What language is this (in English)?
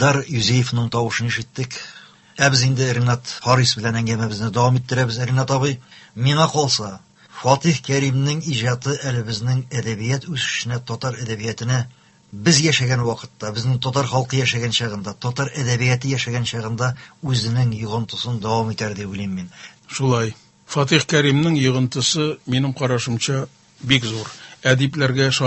Tatar